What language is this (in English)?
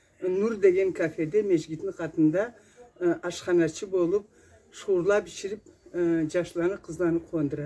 Karachay-Balkar